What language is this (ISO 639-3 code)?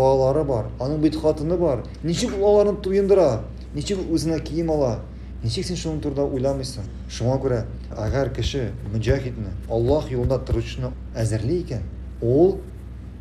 tat